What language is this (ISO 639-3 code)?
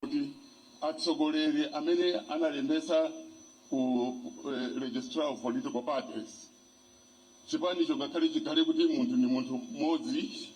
nya